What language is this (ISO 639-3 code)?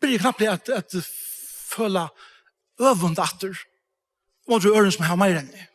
fao